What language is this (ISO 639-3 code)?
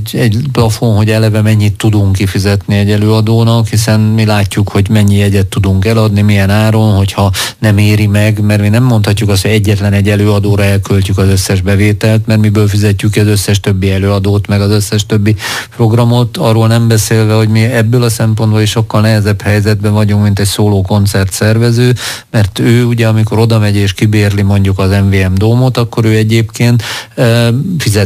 hun